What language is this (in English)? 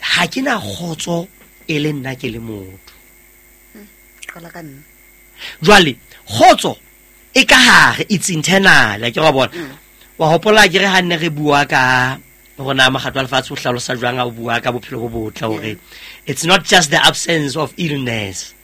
Southern Sotho